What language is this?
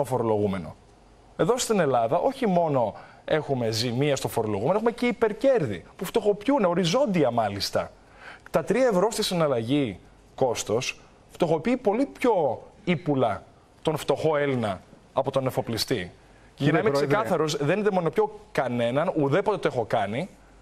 Greek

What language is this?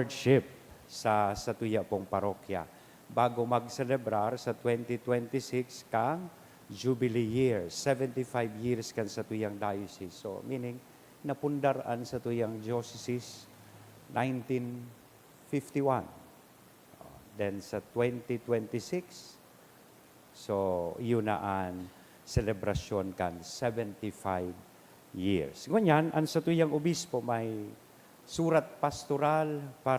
Bikol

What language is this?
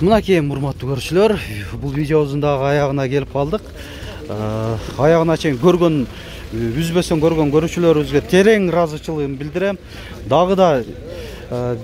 Kyrgyz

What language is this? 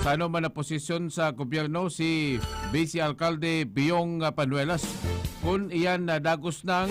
Bikol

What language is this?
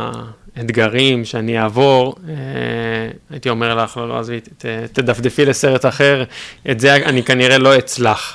Hebrew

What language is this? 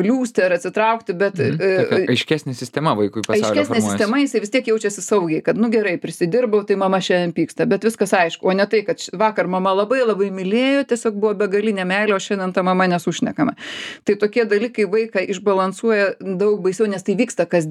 Lithuanian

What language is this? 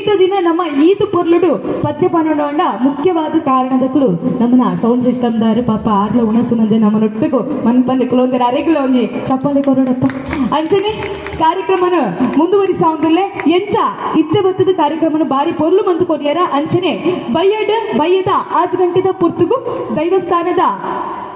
Tulu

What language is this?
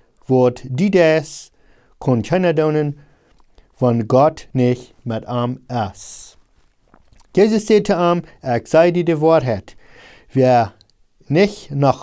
Plautdietsch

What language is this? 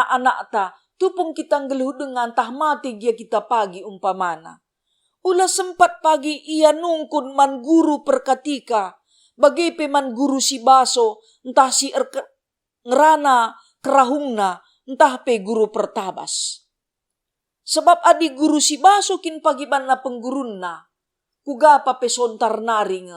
Batak Karo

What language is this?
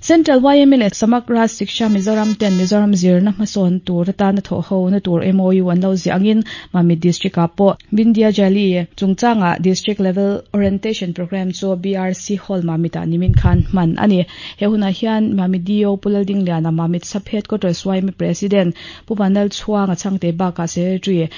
Mizo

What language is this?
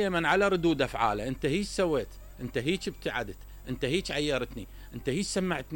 Mesopotamian Arabic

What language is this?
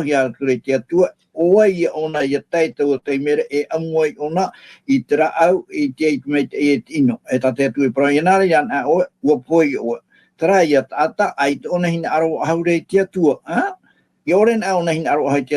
Tahitian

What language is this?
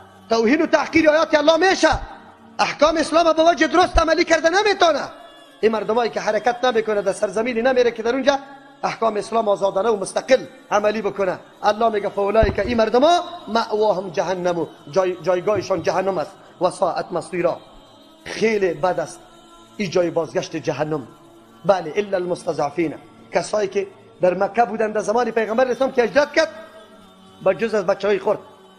Persian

